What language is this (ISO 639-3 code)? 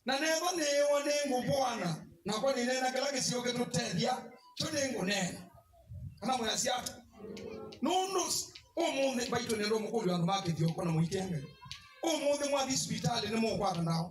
kam